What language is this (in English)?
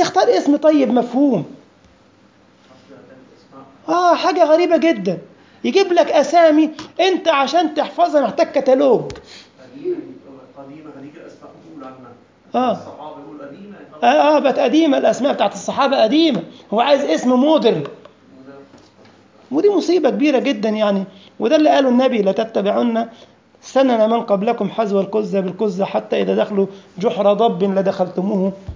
Egyptian Arabic